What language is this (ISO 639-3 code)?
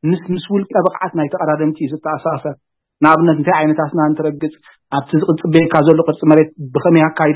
tir